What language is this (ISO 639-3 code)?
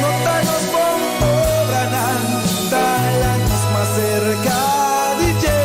pap